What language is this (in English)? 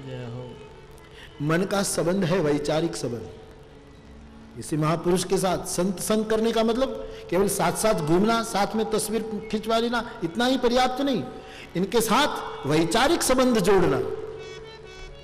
Hindi